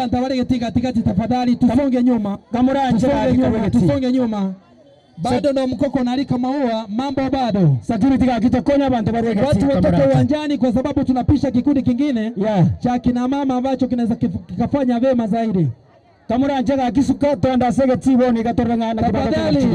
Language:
Gusii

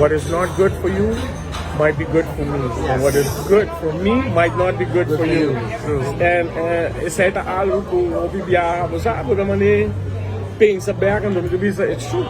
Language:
Papiamento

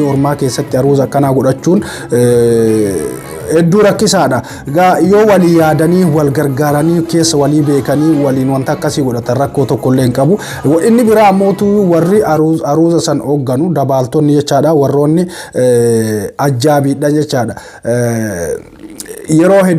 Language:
Oromo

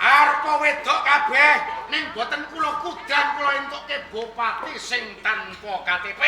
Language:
Javanese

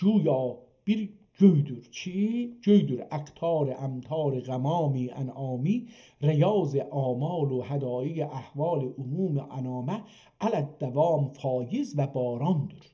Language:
South Azerbaijani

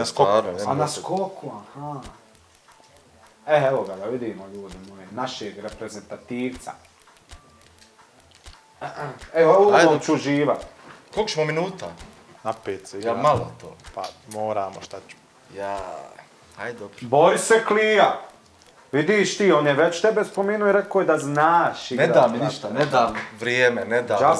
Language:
Bosnian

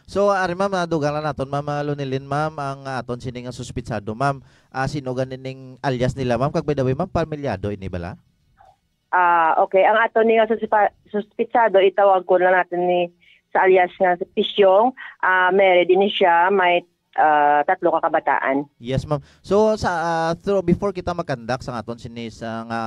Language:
Hiligaynon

